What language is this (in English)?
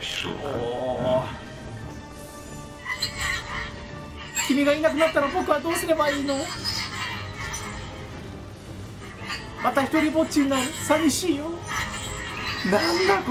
Japanese